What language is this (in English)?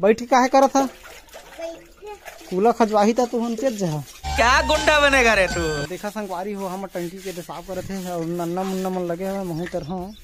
Chhattisgarhi